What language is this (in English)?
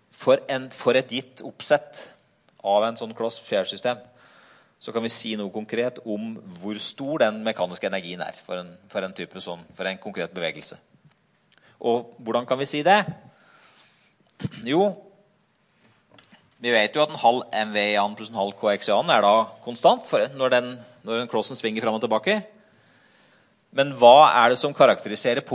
Norwegian